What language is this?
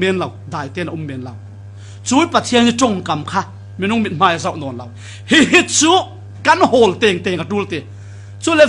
Falam Chin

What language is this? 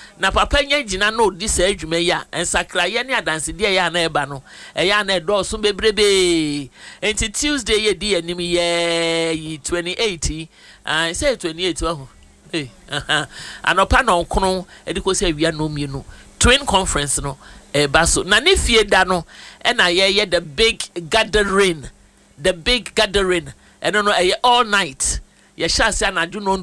Akan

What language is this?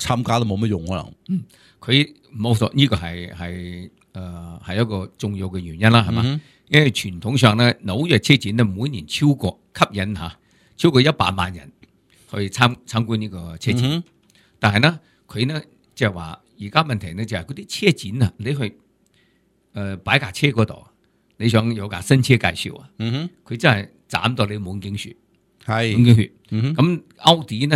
Cantonese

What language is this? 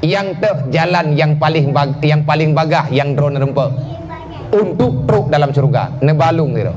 Achinese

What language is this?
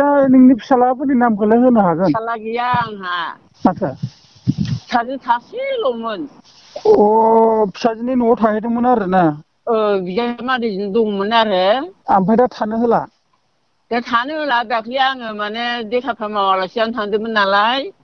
Bodo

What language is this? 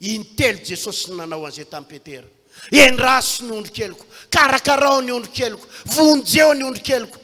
Malagasy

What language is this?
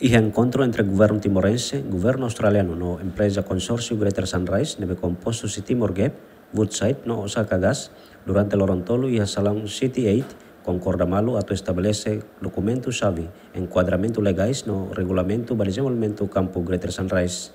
Tetum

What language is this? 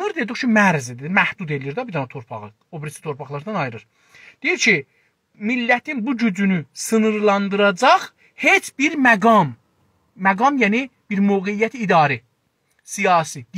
South Azerbaijani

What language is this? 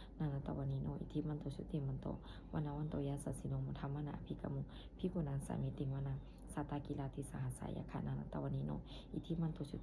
Pali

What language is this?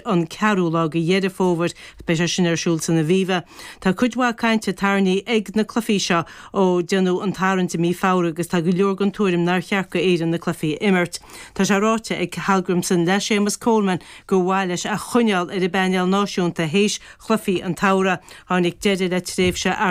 Irish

